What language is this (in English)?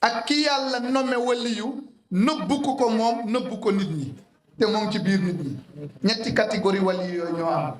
Wolof